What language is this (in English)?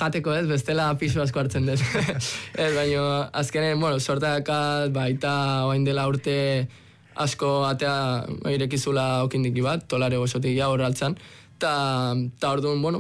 Basque